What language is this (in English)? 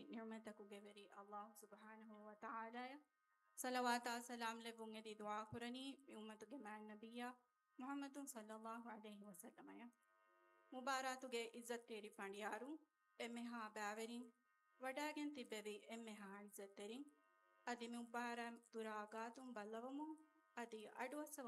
Divehi